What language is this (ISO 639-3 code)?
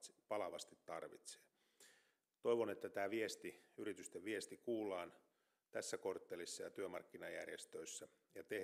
fin